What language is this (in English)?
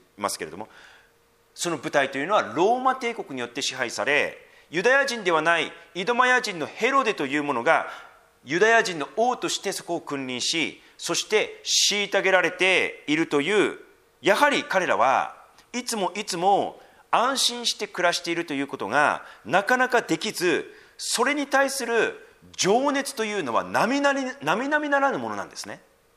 Japanese